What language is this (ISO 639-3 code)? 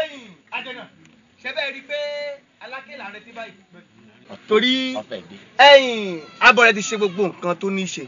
yor